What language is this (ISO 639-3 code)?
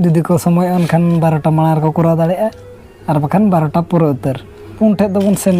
sat